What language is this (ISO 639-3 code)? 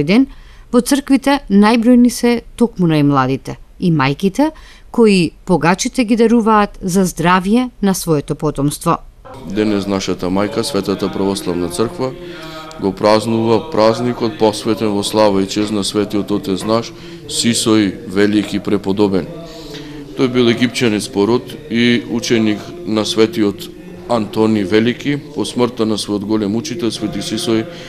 mkd